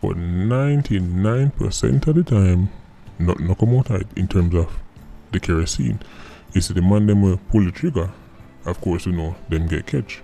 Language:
Jamaican Creole English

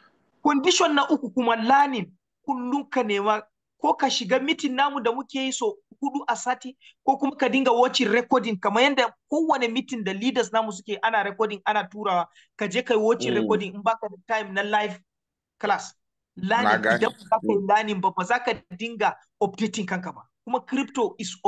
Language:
Hausa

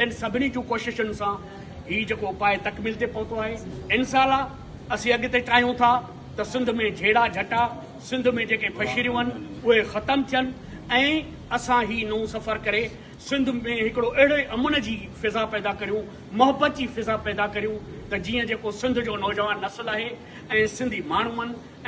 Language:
Sindhi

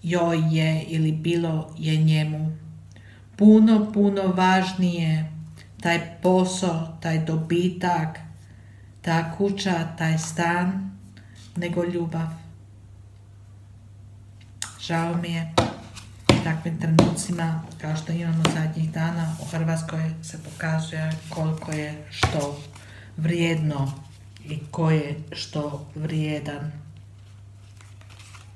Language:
Croatian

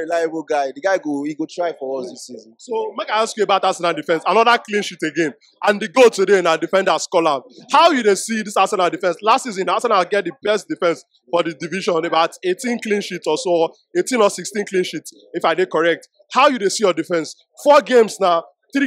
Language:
Nigerian Pidgin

